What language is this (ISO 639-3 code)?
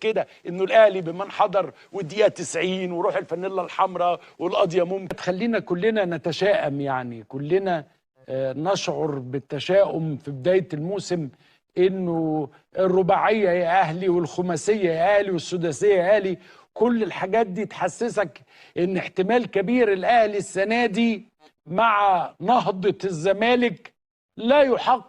arz